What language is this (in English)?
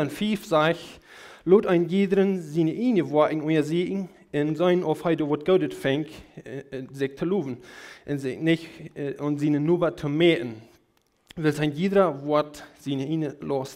Plautdietsch